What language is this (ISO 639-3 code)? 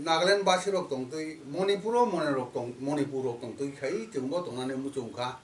trp